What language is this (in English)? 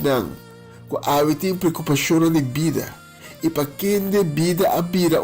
Papiamento